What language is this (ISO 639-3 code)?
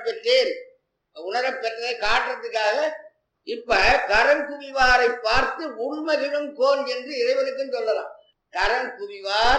tam